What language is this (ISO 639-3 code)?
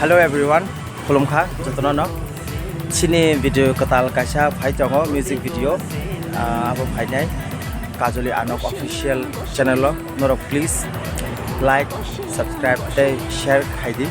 trp